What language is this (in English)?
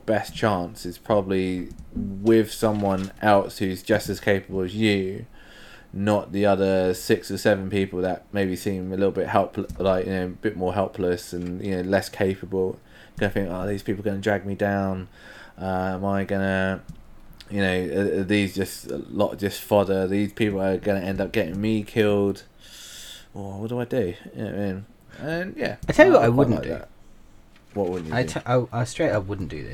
English